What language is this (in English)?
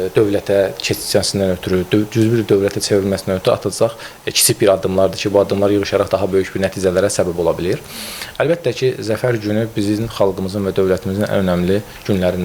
Azerbaijani